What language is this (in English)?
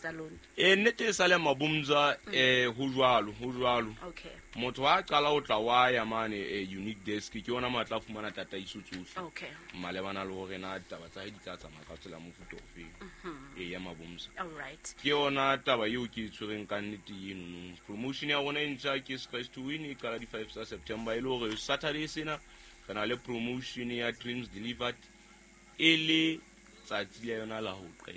Southern Sotho